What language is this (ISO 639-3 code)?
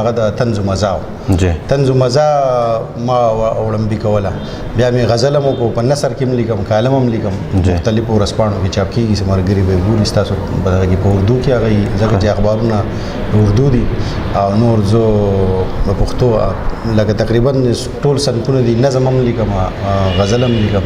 pus